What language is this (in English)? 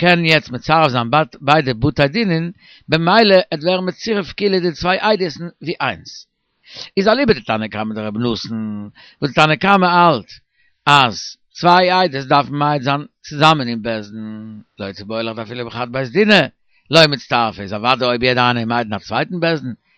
Yiddish